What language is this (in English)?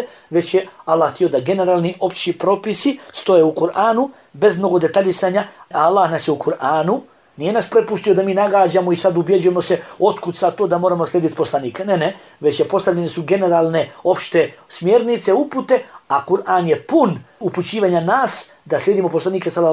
Bosnian